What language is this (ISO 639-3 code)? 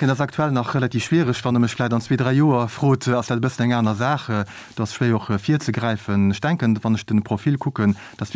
ltz